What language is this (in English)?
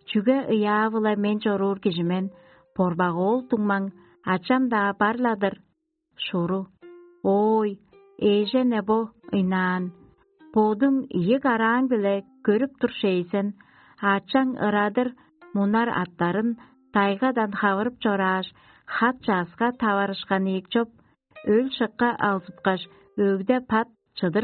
Tuvinian